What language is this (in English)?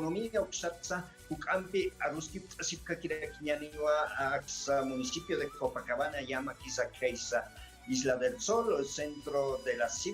Aymara